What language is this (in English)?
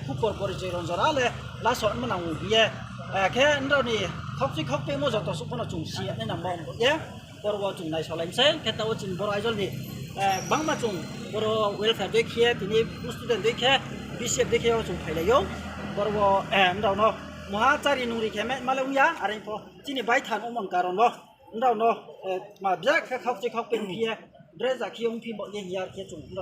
Riang (India)